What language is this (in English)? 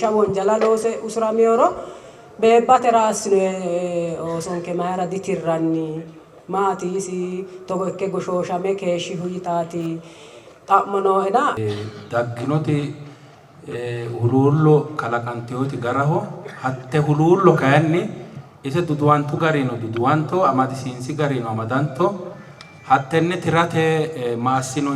Sidamo